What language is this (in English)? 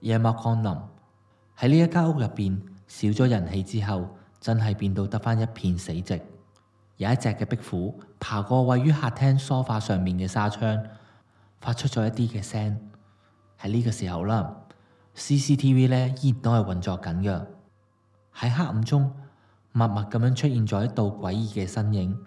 Cantonese